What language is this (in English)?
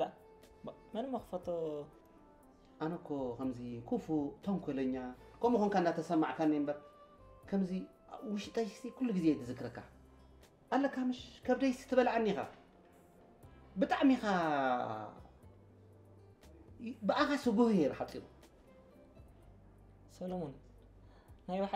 Tigrinya